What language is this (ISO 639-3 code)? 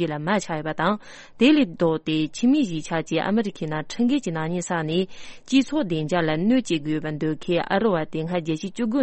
bod